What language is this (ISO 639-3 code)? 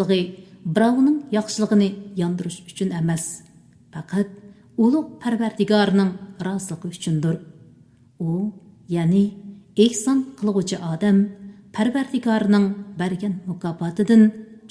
uig